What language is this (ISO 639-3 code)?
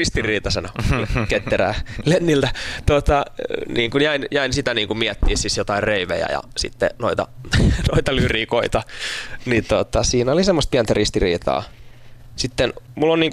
fin